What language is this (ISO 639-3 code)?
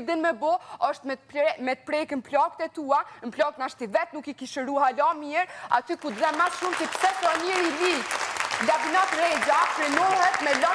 sqi